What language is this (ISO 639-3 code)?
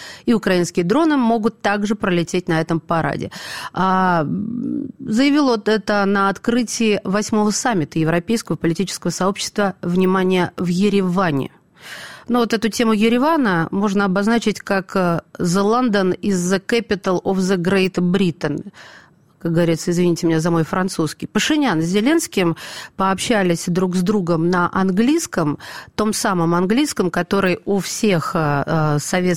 rus